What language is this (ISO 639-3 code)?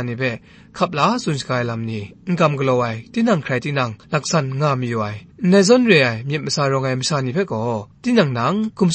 kac